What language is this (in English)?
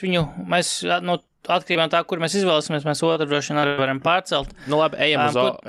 Latvian